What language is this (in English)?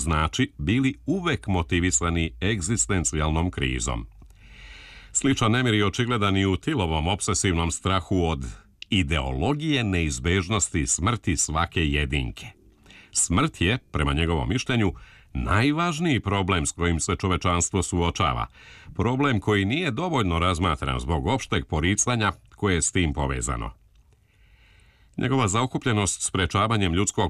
Serbian